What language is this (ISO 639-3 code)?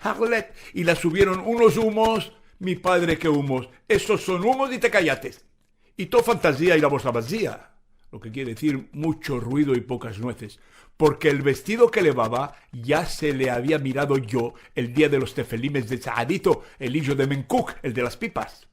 lad